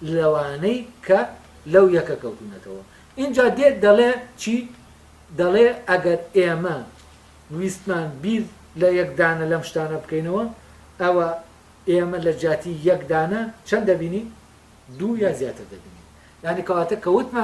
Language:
Central Kurdish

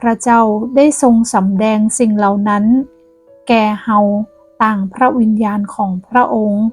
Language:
Northern Thai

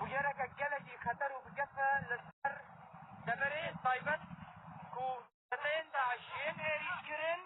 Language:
Kurdish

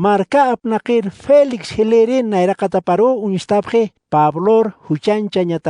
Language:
Aymara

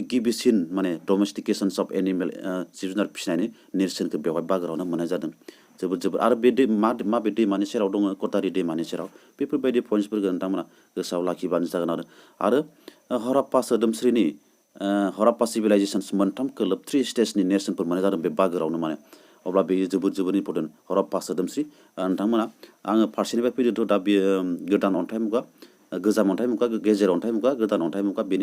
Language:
Bodo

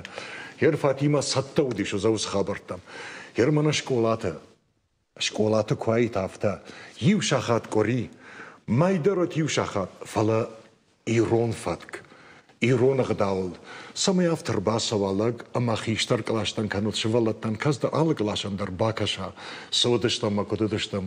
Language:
Ossetic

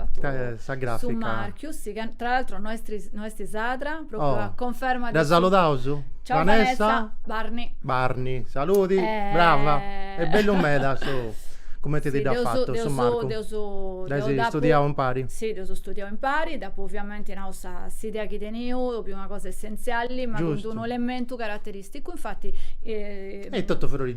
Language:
Sardinian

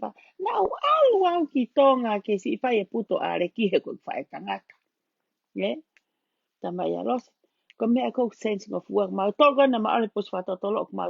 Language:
Tongan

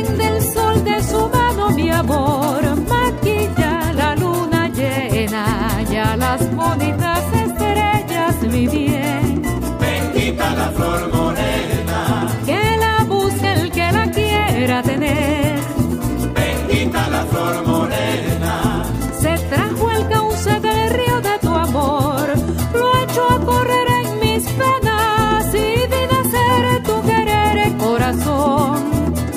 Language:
Spanish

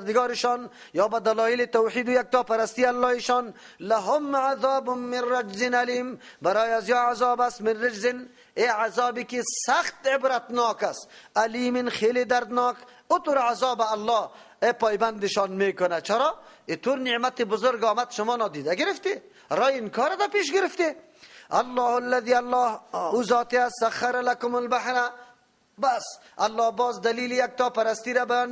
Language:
Persian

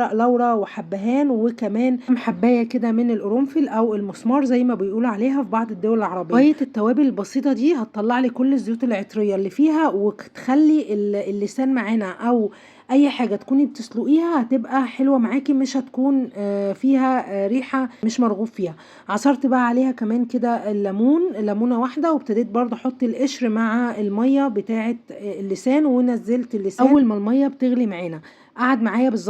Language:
Egyptian Arabic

